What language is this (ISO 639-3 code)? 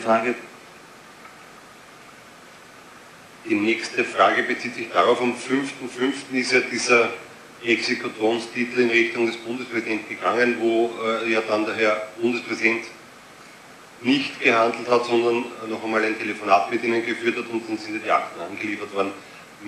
deu